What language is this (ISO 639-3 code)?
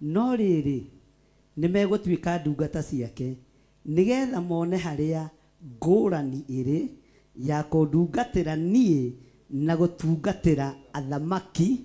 kik